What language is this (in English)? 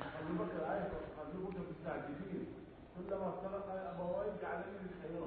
Mesopotamian Arabic